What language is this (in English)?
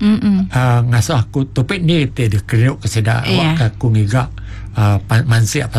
Iban